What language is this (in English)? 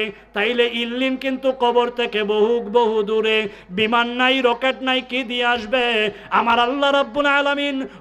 Sylheti